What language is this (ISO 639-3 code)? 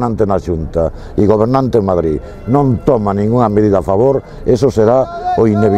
glg